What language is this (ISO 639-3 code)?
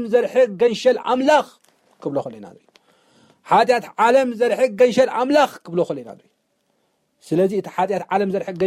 tir